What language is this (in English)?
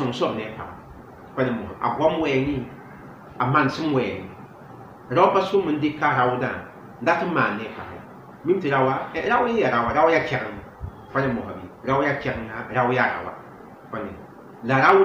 Mossi